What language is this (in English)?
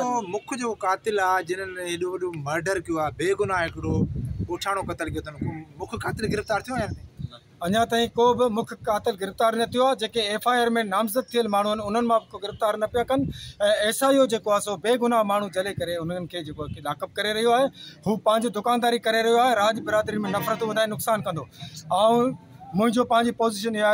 Sindhi